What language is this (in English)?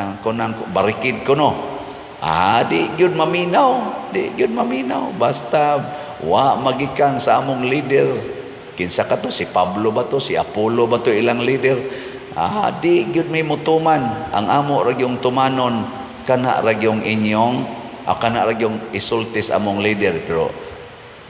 Cebuano